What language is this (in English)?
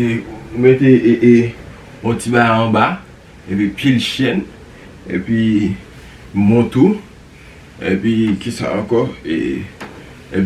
Haitian Creole